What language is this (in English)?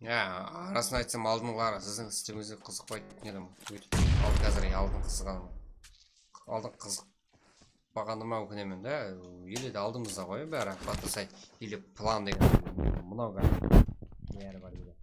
Kara-Kalpak